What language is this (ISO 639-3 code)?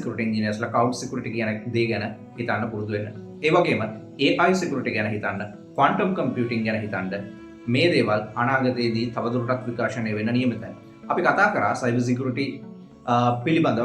sin